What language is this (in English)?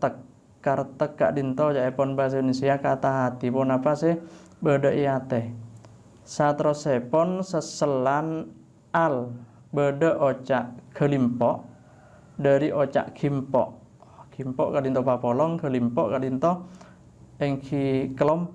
Madurese